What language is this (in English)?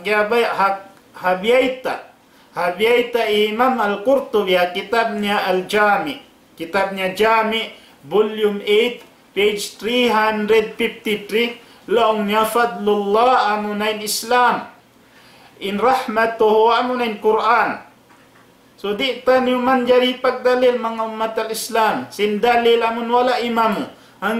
Tausug